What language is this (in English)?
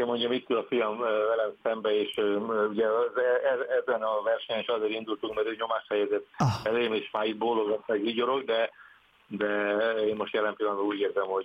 Hungarian